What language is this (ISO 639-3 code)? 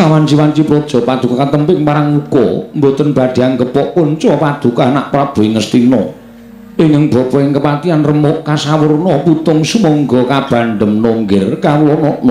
jav